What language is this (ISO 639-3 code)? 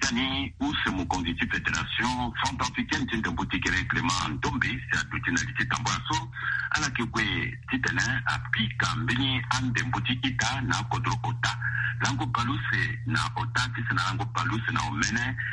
sag